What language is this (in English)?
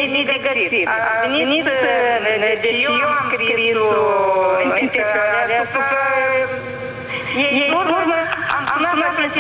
Romanian